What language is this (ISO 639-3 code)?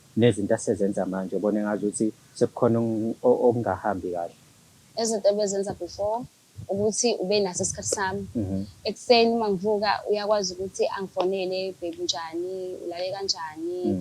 zul